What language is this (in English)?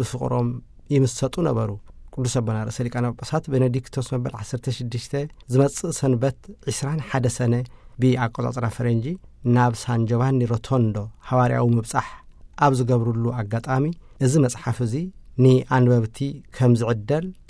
Tigrinya